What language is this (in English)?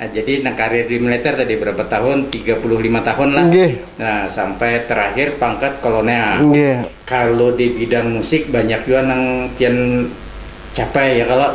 Banjar